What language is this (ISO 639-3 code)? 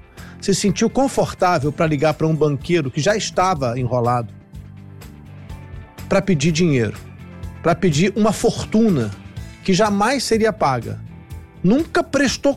por